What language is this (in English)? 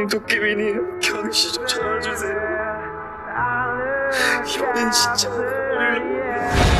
Korean